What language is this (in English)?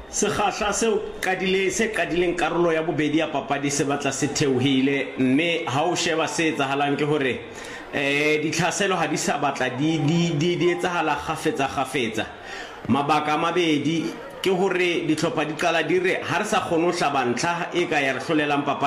Southern Sotho